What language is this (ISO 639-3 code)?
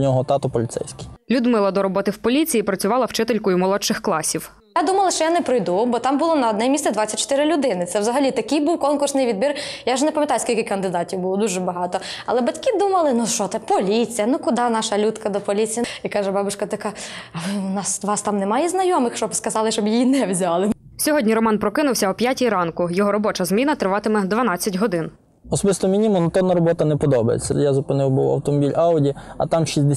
ukr